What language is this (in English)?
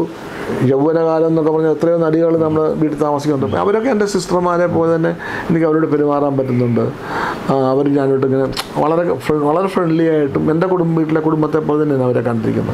Malayalam